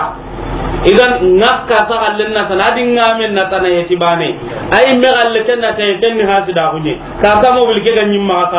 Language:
Soninke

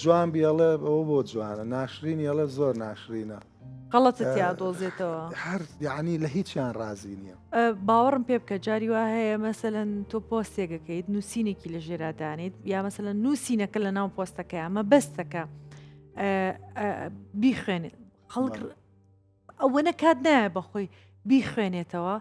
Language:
Central Kurdish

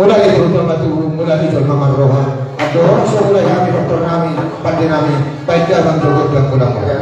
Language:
Batak Toba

